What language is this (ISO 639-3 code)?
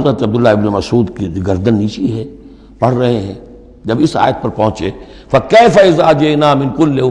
urd